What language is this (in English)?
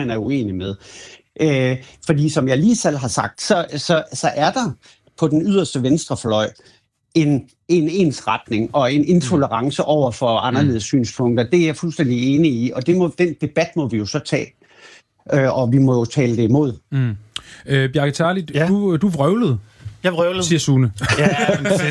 Danish